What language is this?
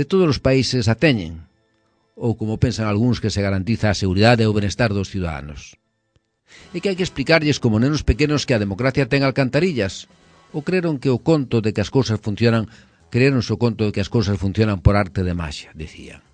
Galician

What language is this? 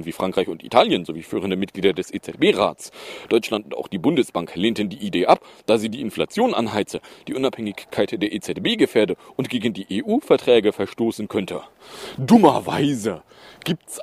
German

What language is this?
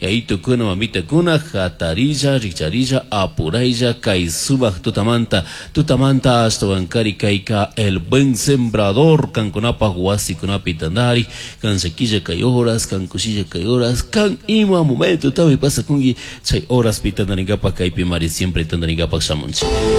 Chimborazo Highland Quichua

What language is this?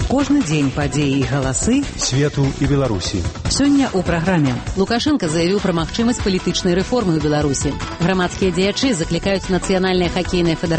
Belarusian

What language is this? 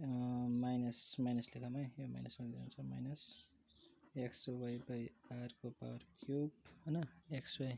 Nepali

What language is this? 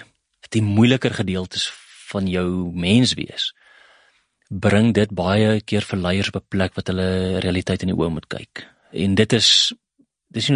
Afrikaans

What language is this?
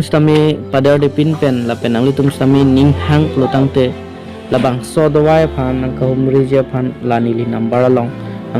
Karbi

